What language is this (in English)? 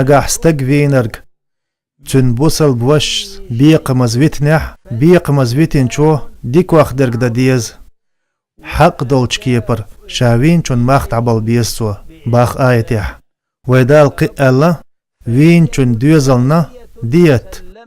Chechen